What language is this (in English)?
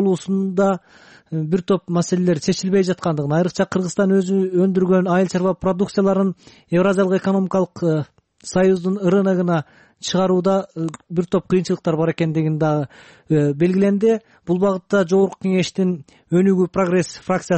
Kyrgyz